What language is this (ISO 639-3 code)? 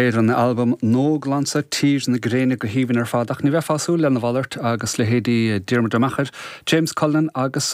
gle